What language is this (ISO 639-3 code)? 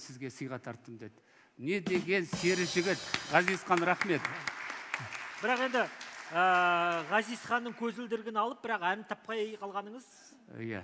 kaz